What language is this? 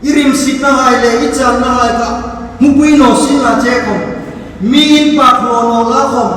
Hmar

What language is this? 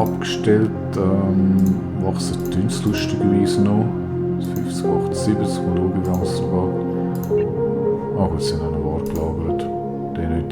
Swiss German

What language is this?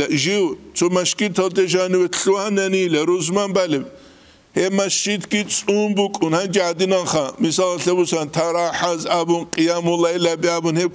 Avaric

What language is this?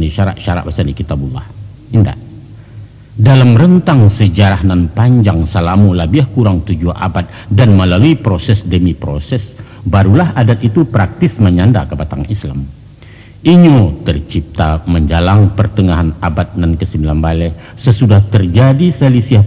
Minangkabau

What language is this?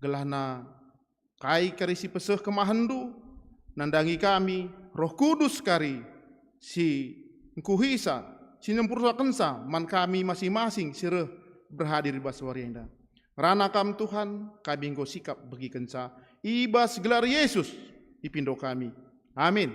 Batak Karo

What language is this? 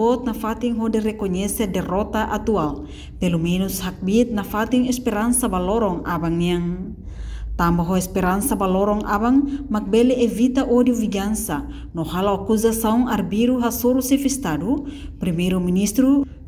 Tetum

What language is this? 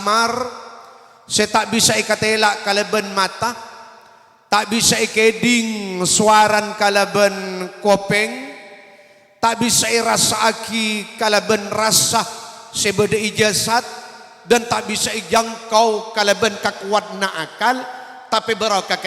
Madurese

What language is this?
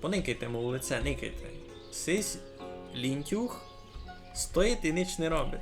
Rusyn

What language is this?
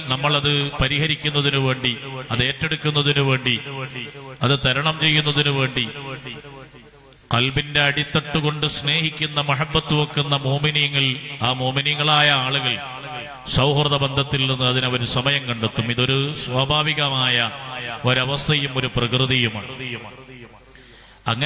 Malayalam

